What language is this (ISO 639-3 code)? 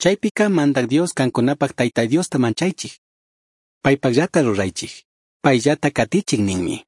qug